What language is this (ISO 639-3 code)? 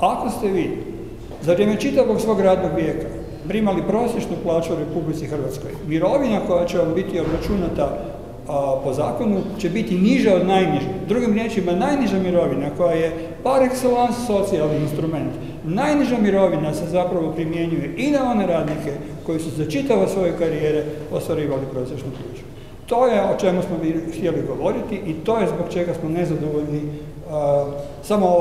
hrv